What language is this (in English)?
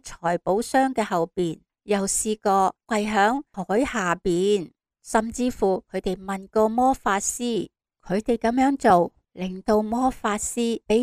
Cantonese